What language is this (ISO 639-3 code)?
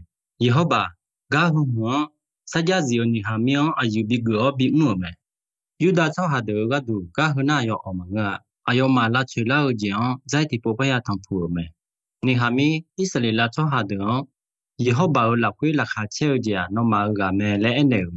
ahk